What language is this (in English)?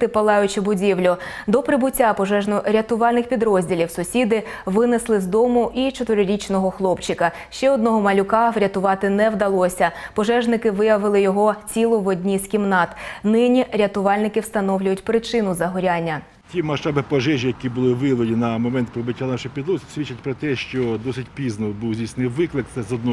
Ukrainian